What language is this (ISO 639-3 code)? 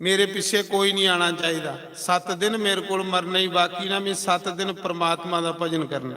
doi